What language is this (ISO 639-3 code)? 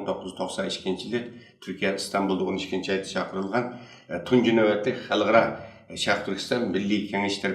uig